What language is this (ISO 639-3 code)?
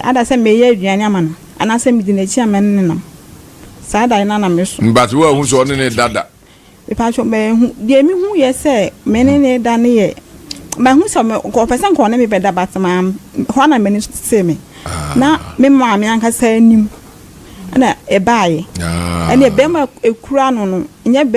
aka